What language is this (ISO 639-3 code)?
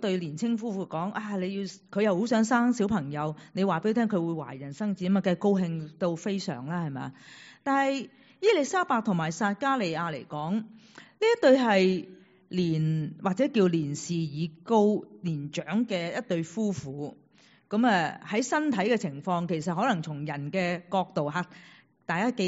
yue